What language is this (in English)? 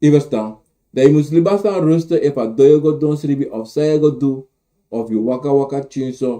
Sranan Tongo